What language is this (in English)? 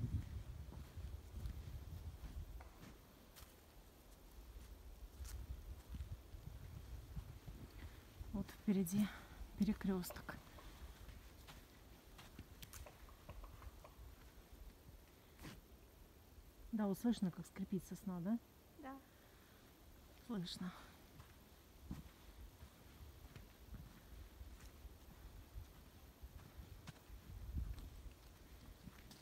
Russian